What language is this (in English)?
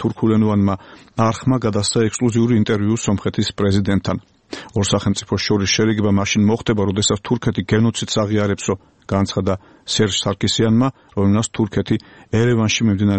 Georgian